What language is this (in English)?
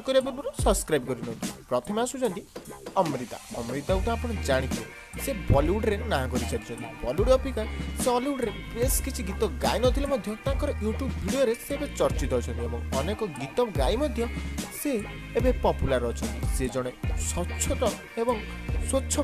Odia